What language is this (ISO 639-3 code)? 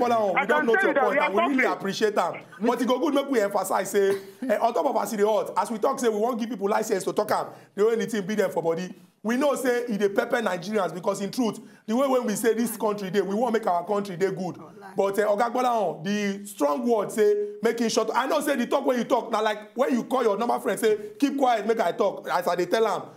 pcm